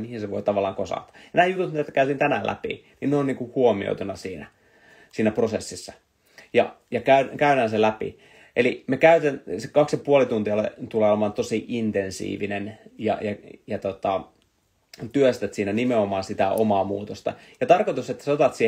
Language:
Finnish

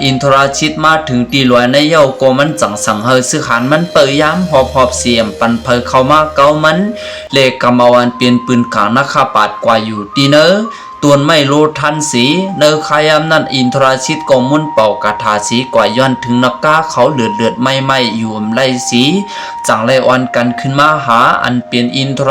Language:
Shan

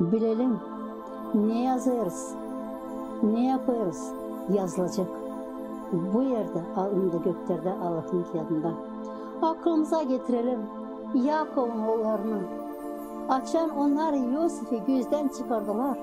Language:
Gagauz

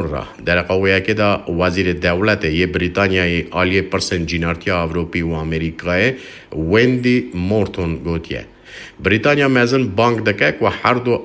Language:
Kurdish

